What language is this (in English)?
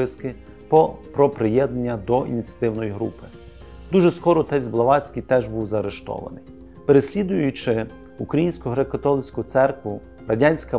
Ukrainian